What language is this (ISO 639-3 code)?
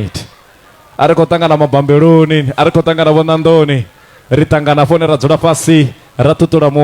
ven